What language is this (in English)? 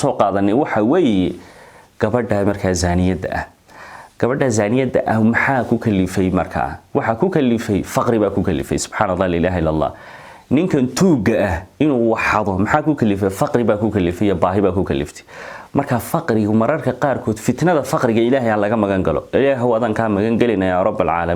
Somali